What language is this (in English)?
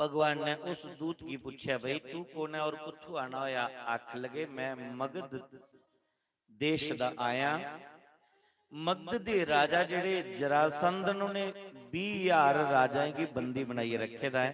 Dogri